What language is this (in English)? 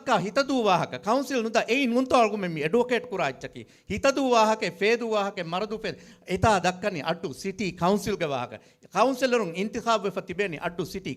Divehi